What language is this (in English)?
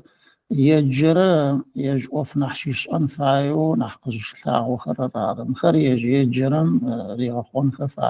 Adyghe